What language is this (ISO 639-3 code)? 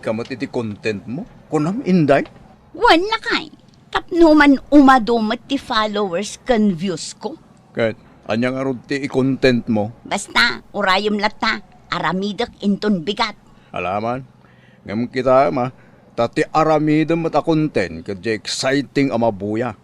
ilo